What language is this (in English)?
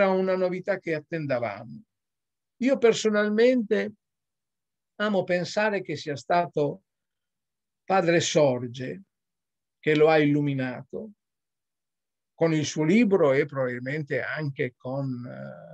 Italian